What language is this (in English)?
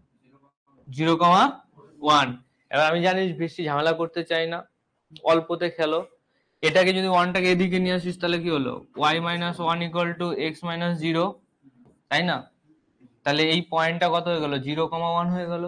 Bangla